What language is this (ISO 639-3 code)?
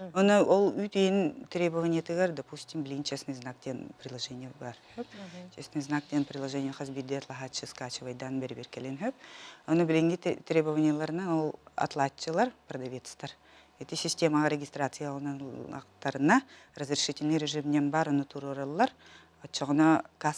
sah